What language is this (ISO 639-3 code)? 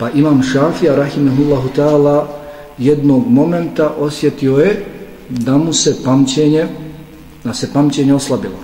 bos